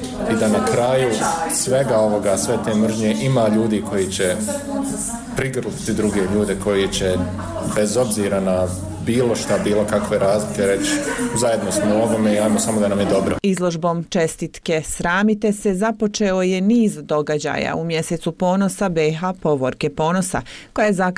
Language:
Bosnian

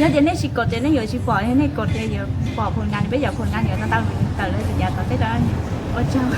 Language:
Hmong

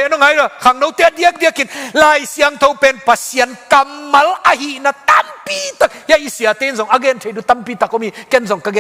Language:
Tedim Chin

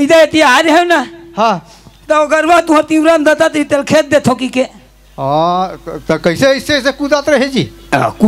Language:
Chhattisgarhi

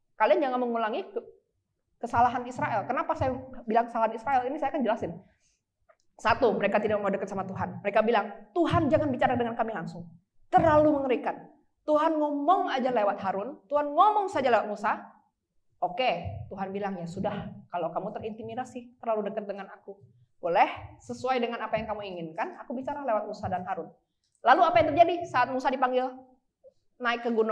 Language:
Indonesian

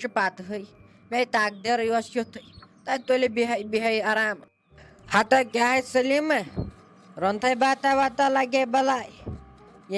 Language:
Kashmiri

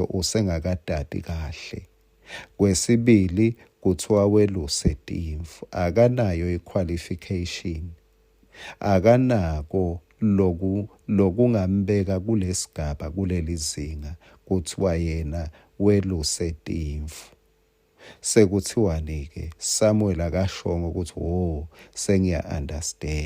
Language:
Swati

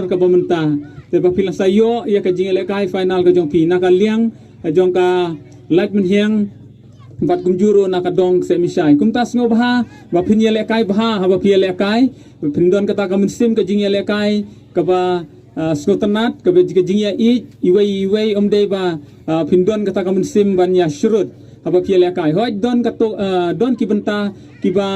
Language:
Khasi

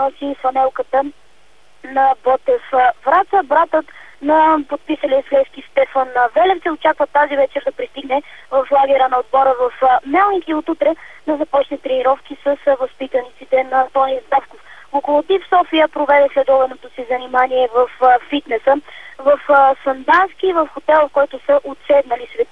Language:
Bulgarian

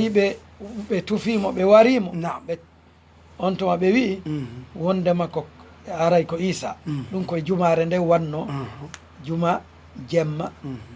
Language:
Fula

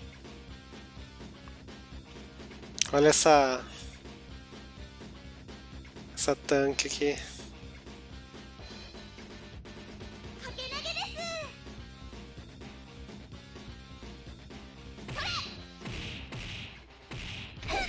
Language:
Portuguese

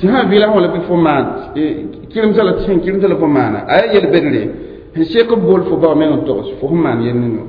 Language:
Mossi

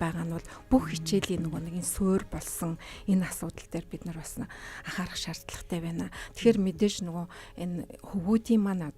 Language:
Mongolian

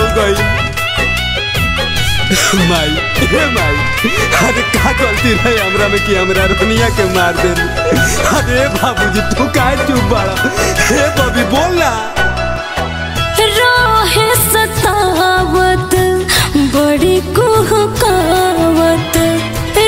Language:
Bhojpuri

